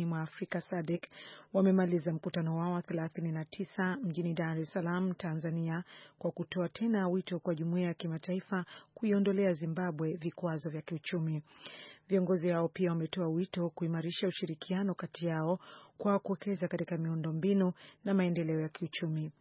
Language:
Swahili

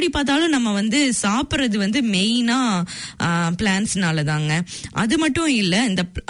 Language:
Tamil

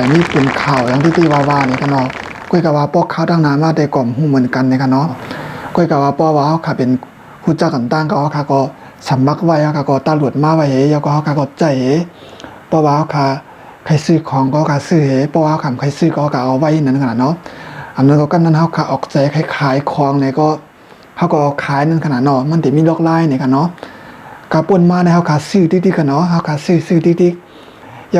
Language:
Shan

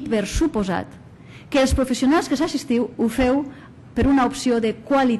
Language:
Catalan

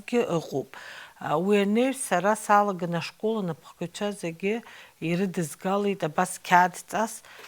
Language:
Abkhazian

